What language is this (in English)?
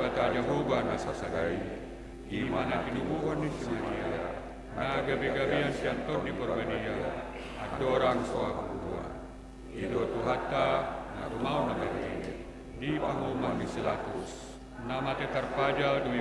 Batak Toba